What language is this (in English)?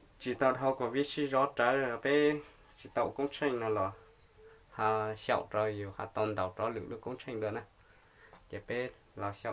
Hmong